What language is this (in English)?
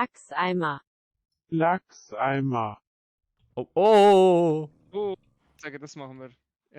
Swiss German